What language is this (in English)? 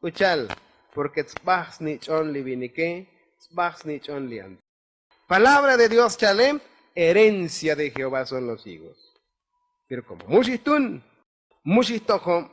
Tzotzil